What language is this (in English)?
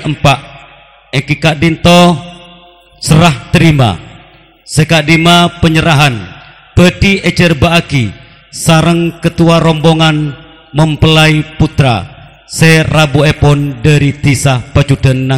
Madurese